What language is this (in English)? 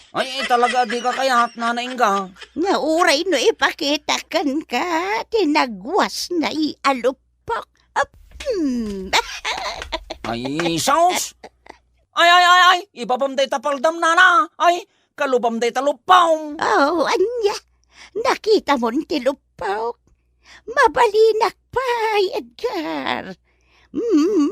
Iloko